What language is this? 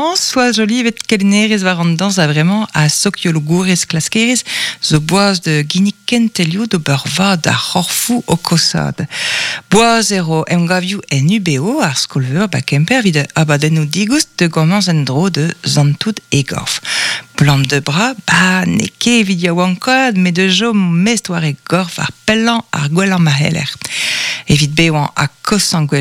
Breton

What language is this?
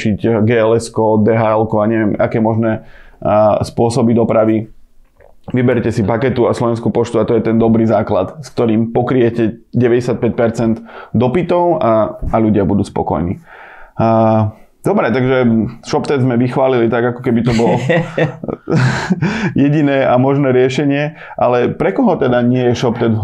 Slovak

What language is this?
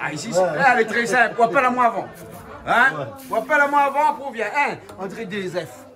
Réunion Creole French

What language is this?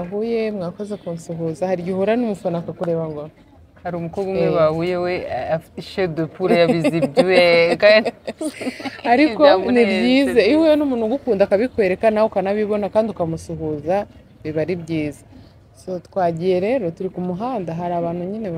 Kinyarwanda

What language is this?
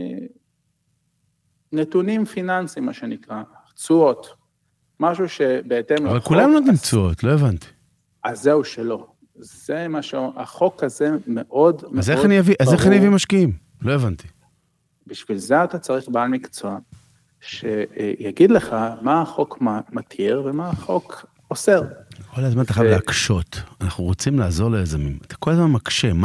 Hebrew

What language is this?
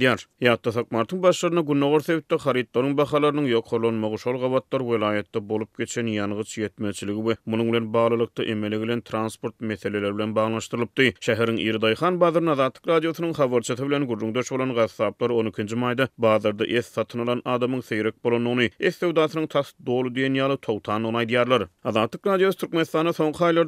Turkmen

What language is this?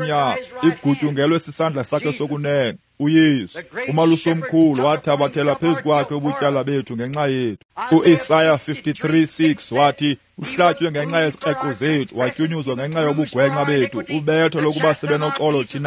Xhosa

